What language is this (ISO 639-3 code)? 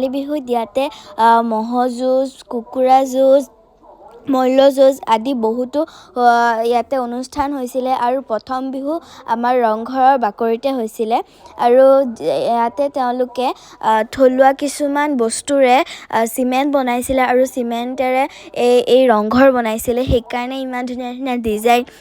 asm